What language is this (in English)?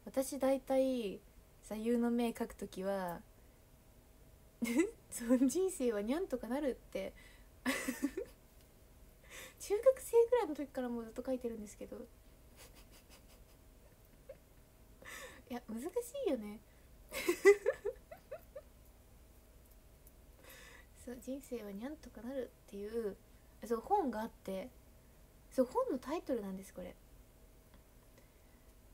Japanese